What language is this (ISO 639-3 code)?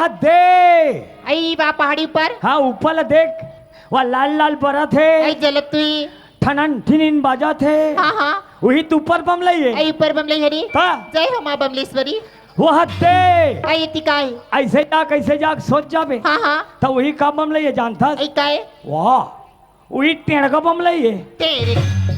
hne